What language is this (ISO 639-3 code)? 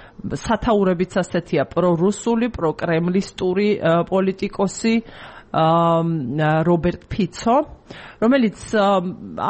kat